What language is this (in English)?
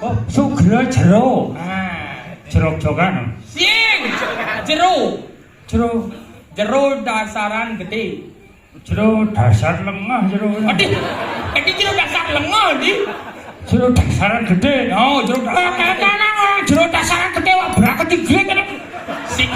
Balinese